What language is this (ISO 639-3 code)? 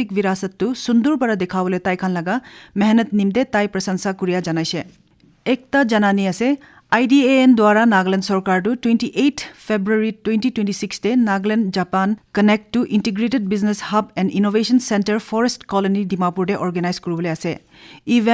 nag